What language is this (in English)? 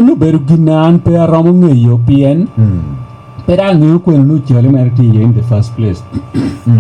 Lango (Uganda)